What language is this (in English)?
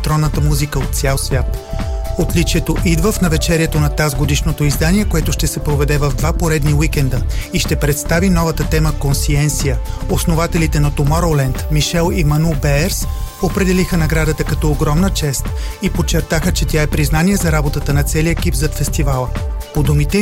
Bulgarian